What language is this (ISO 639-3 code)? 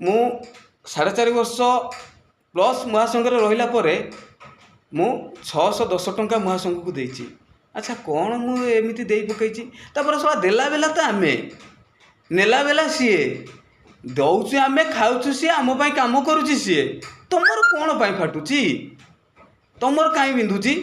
ori